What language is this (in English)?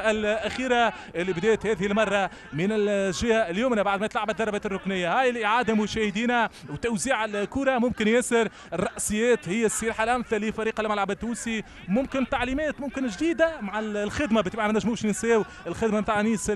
Tunisian Arabic